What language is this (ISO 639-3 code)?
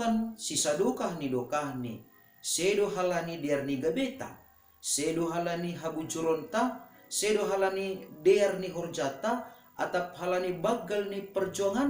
bts